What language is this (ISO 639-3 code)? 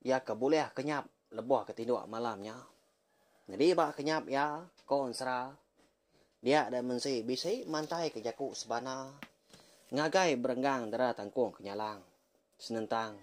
iba